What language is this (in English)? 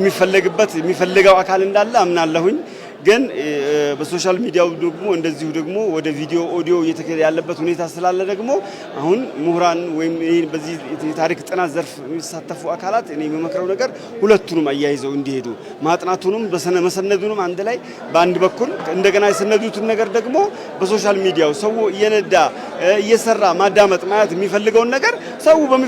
Amharic